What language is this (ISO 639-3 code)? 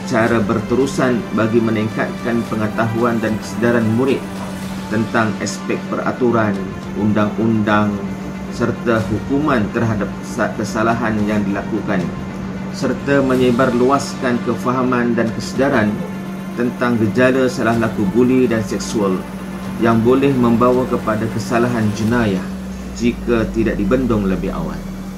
msa